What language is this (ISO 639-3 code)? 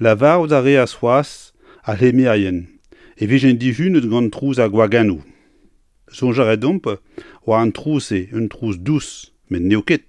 bre